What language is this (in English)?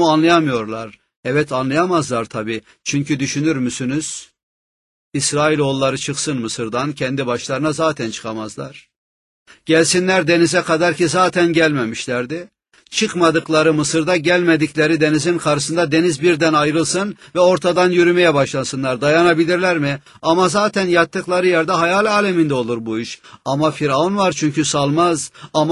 Turkish